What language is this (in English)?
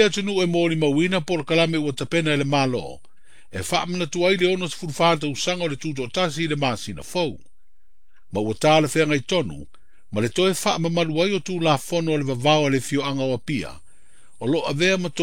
Samoan